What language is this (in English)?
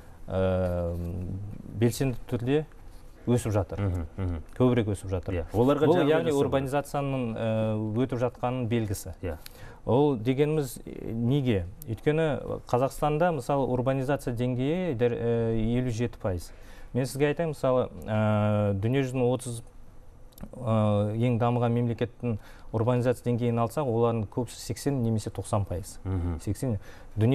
Kazakh